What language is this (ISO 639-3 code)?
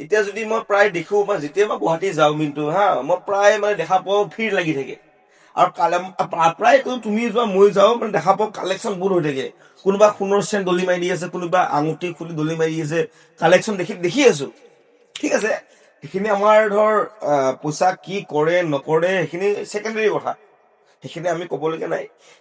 asm